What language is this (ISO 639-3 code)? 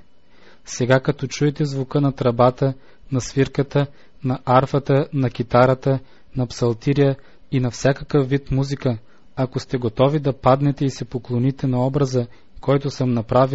bul